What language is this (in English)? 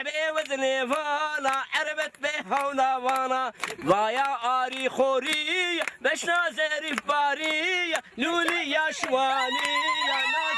Zaza